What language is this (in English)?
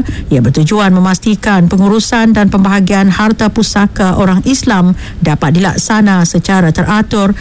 Malay